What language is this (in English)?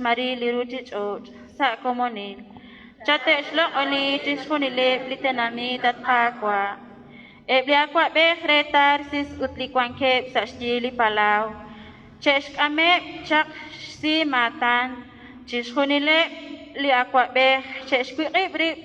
Kekchí